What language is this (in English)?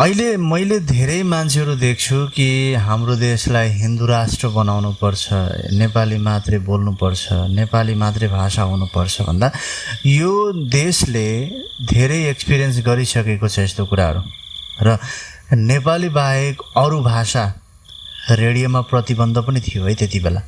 Nepali